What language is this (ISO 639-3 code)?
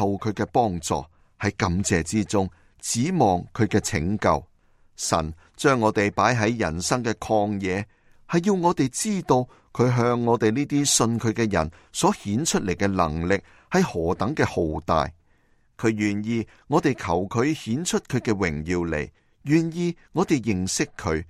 yue